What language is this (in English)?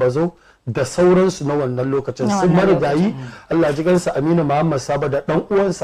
Hausa